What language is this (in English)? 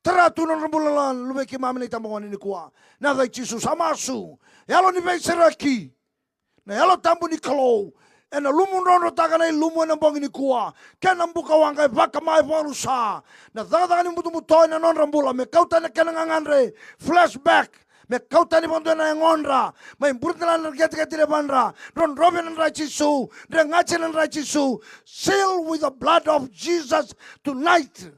Fijian